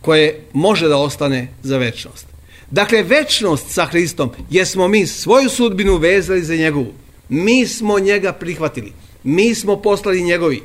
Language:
Serbian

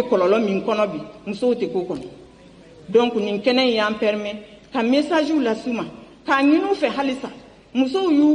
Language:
Bambara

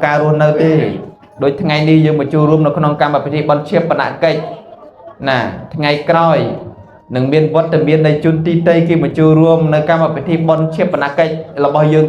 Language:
Khmer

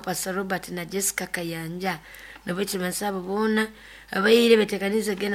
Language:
Nyoro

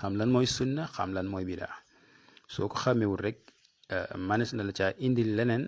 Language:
Wolof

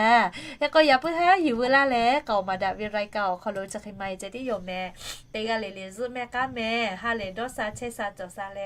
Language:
Lahu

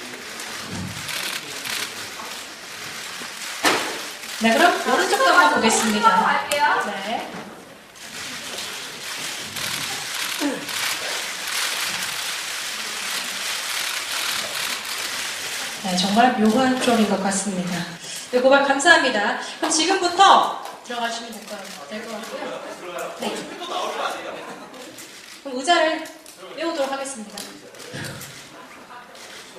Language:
Korean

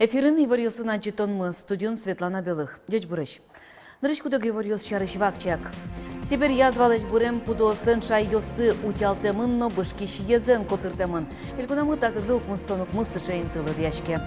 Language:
Udmurt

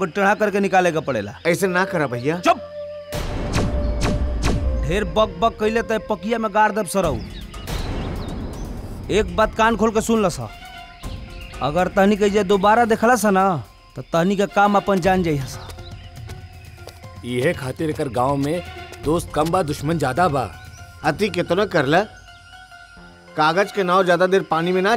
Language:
Bhojpuri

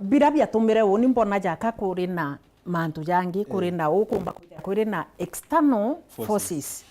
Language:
Meru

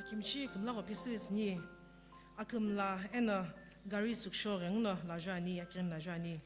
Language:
Sumi Naga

